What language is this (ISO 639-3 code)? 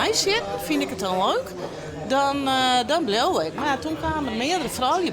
fry